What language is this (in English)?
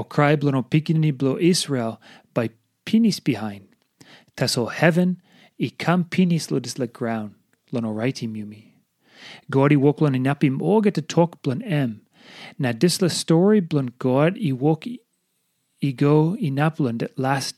Tok Pisin